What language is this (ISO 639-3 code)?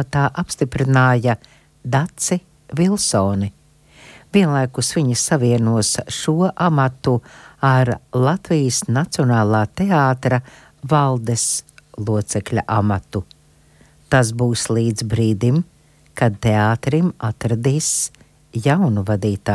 lav